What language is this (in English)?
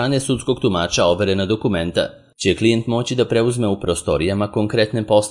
Serbian